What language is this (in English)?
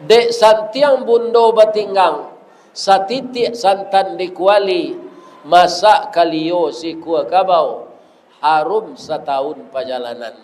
Minangkabau